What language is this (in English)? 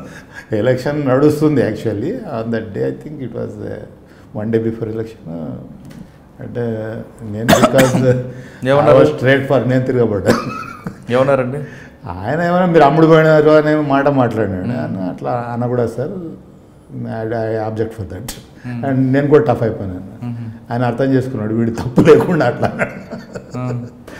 Telugu